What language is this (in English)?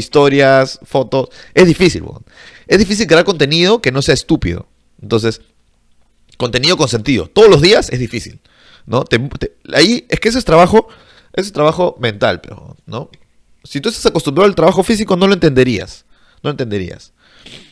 Spanish